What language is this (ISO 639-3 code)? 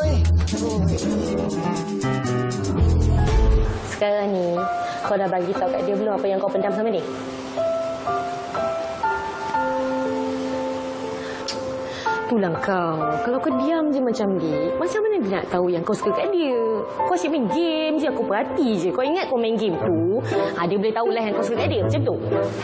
msa